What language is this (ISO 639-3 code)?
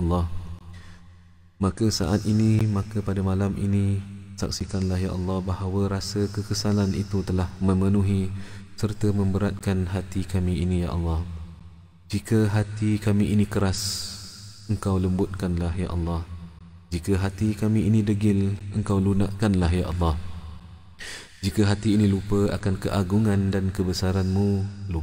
msa